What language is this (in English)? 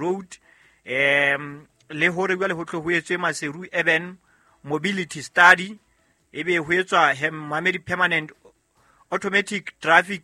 Southern Sotho